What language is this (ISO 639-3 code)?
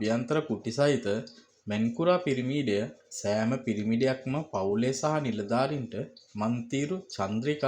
sin